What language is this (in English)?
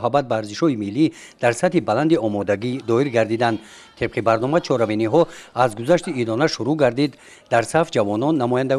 Tajik